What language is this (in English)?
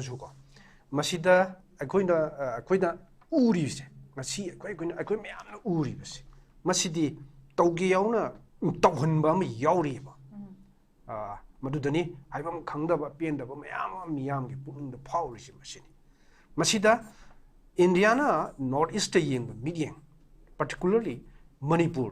Manipuri